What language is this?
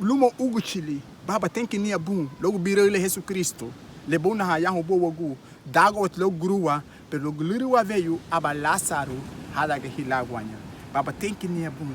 Garifuna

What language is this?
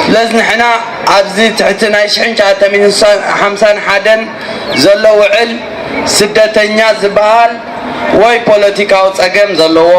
Tigrinya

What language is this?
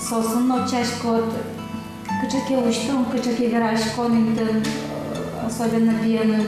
Udmurt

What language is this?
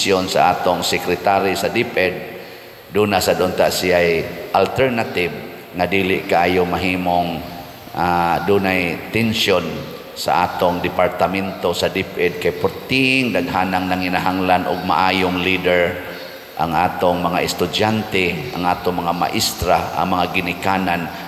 Cebuano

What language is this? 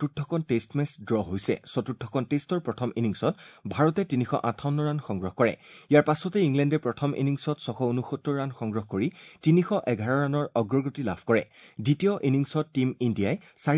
Assamese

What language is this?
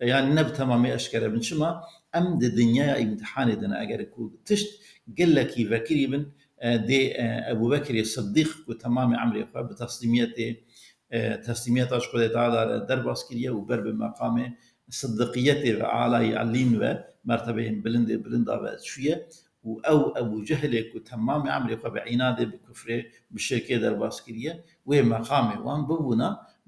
Kurdish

